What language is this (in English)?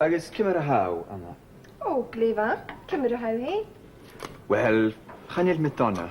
Scottish Gaelic